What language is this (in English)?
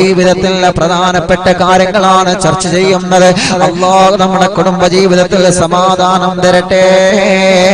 Malayalam